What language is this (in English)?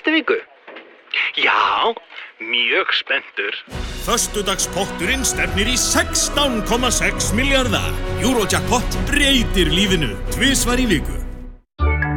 Icelandic